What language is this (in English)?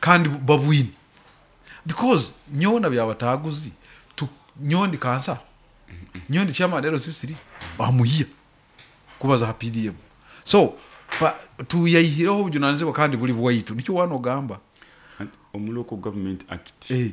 Nyoro